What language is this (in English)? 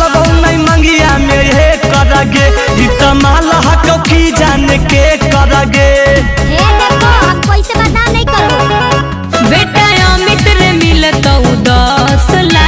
Magahi